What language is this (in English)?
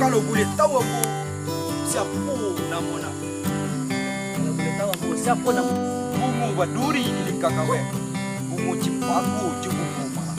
Minangkabau